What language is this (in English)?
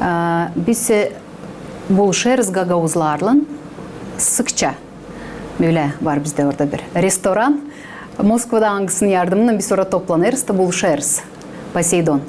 Gagauz